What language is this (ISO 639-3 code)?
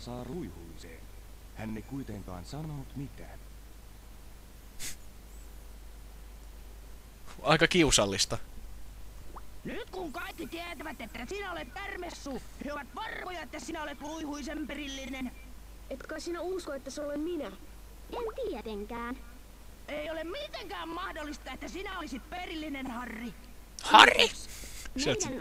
fin